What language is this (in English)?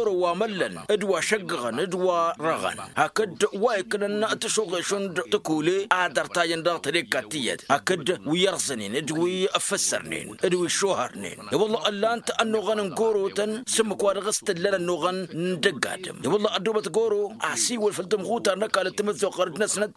Tamasheq